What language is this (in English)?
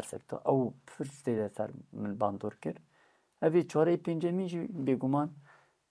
Kurdish